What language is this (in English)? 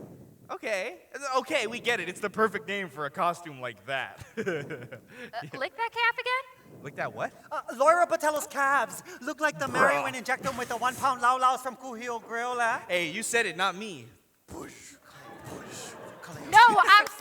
Hawaiian